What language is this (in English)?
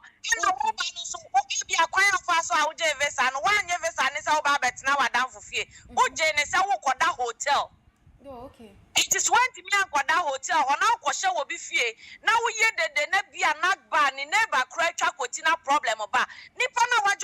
Akan